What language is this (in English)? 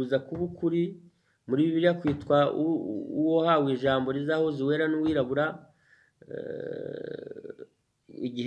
Kinyarwanda